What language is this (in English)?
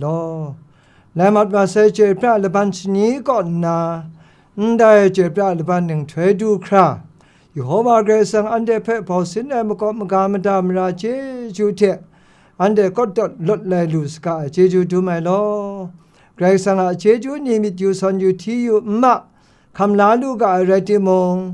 Kachin